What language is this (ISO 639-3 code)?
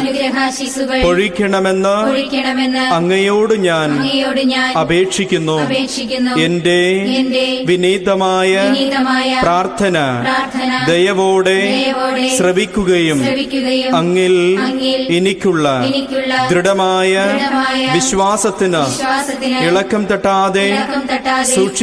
mal